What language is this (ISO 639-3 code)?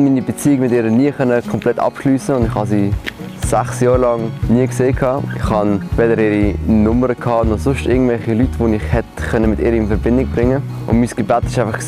gsw